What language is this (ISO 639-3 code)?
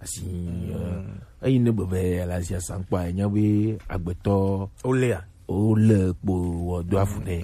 gej